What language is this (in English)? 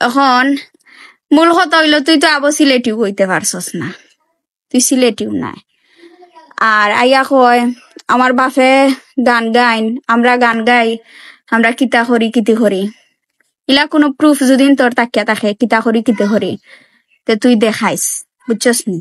Sylheti